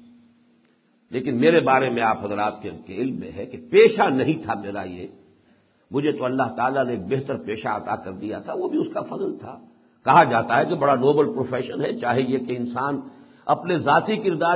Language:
Urdu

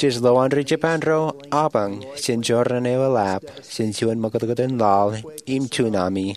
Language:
Marshallese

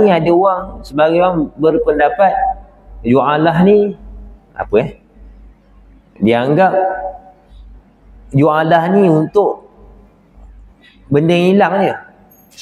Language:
Malay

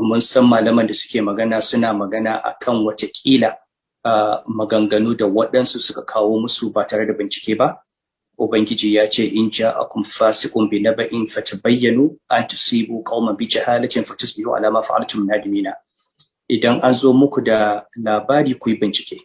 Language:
Hausa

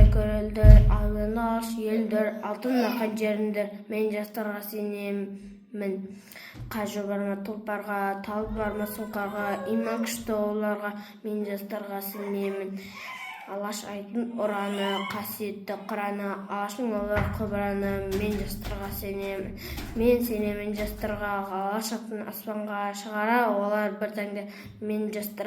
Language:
Kazakh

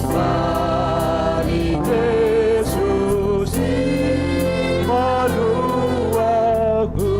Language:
Batak Simalungun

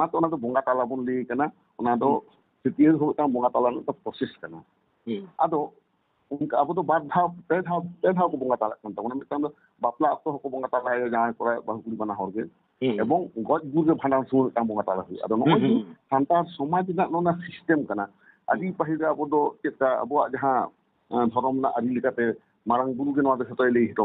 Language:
Santali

